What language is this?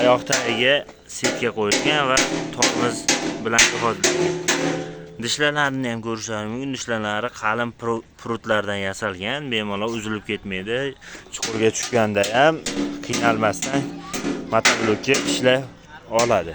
Uzbek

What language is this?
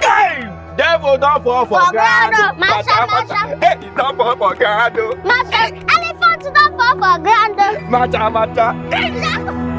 Nigerian Pidgin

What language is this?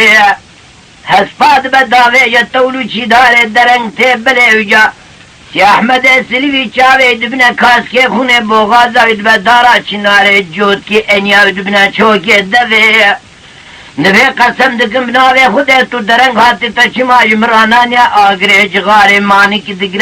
Kurdish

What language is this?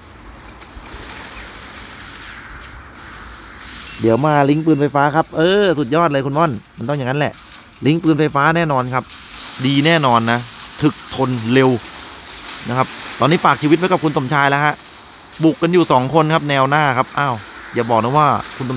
Thai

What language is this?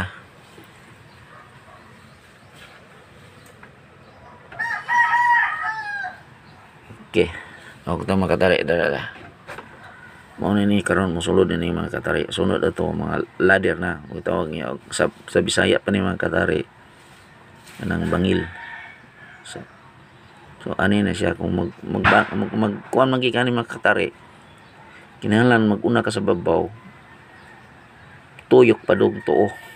Cebuano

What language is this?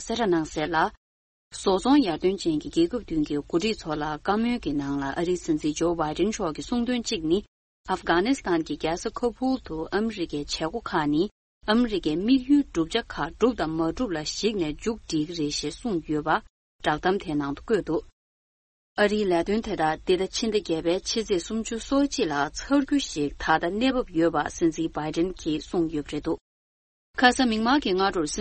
Tibetan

